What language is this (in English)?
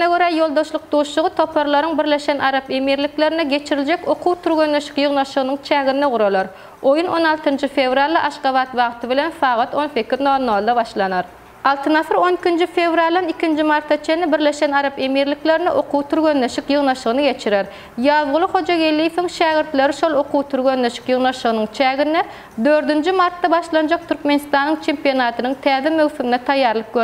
Turkmen